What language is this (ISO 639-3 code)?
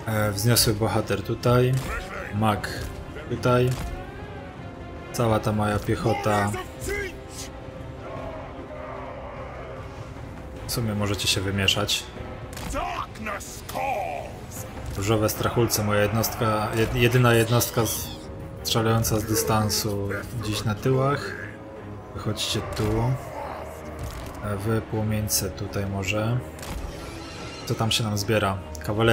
pol